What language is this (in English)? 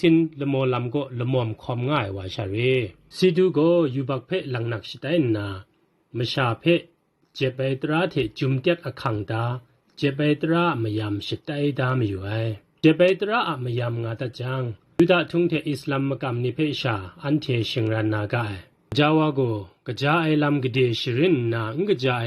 Kachin